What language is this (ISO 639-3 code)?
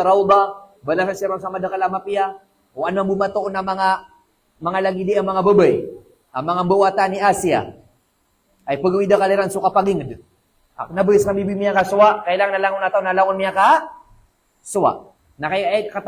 mrw